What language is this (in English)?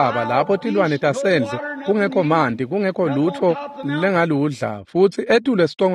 Swati